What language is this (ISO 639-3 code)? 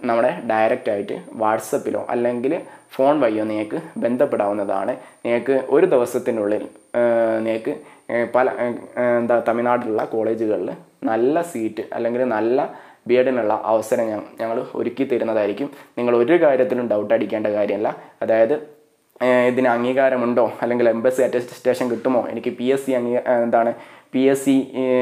mal